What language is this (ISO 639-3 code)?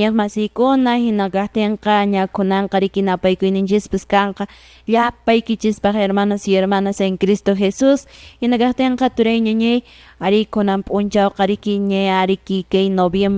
que